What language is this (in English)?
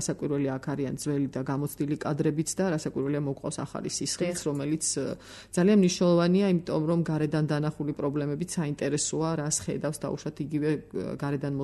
Georgian